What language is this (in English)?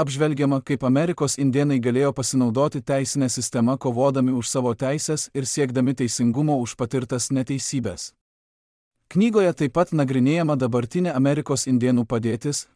Lithuanian